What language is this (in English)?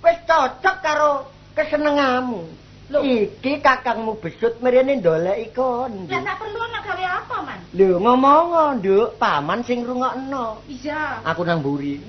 Javanese